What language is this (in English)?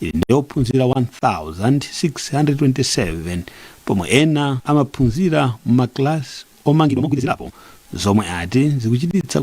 Nyanja